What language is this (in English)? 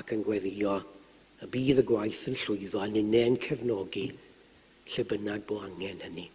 Welsh